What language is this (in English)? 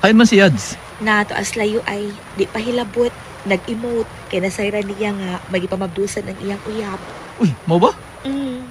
Cebuano